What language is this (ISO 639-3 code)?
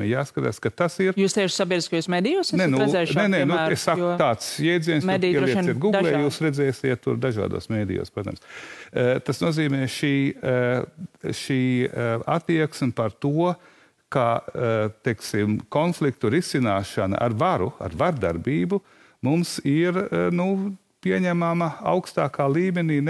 lav